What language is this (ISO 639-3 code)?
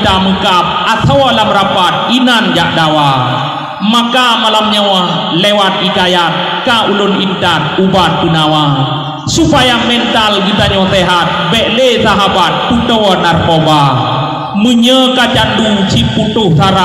ace